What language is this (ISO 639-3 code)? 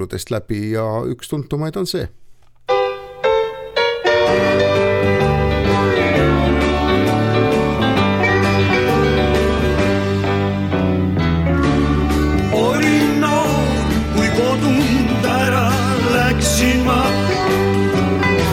est